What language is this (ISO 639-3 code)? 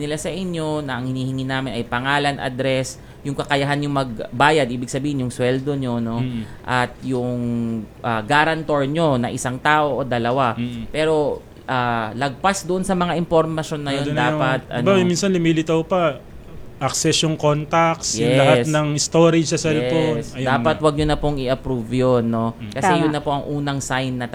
fil